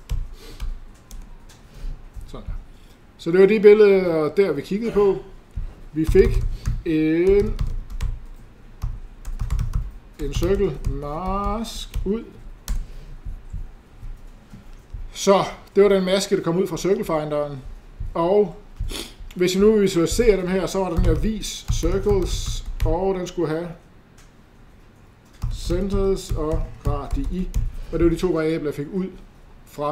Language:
Danish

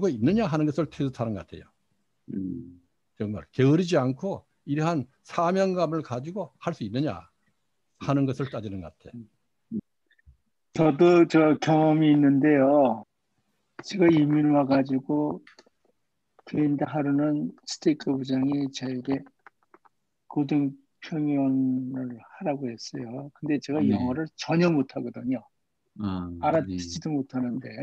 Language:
Korean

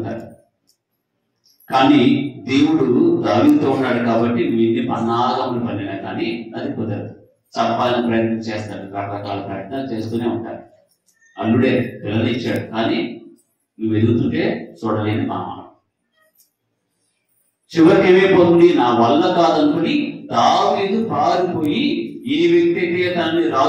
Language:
Telugu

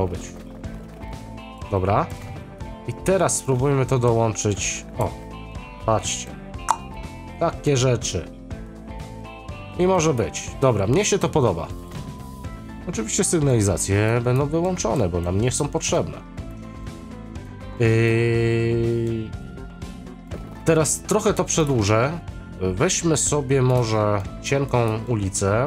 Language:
Polish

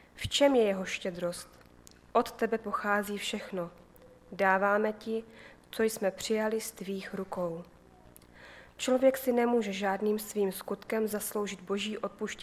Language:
Czech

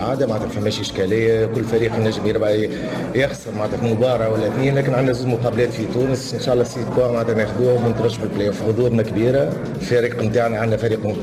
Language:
Tunisian Arabic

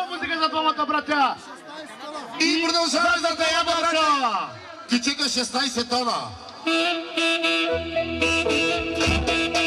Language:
Bulgarian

